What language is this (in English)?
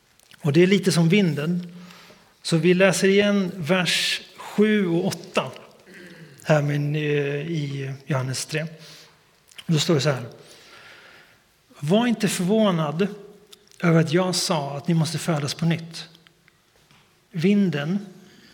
Swedish